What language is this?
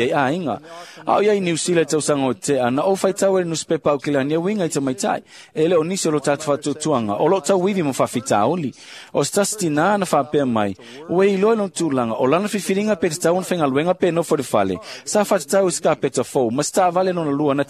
Samoan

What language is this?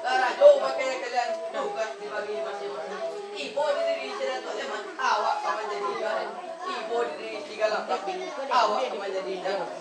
Minangkabau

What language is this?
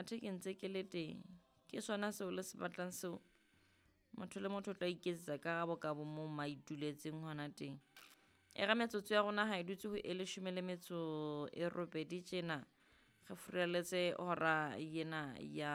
Southern Sotho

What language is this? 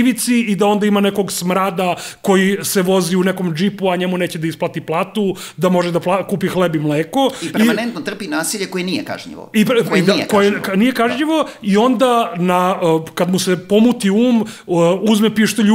Serbian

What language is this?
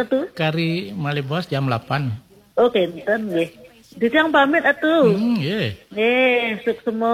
Balinese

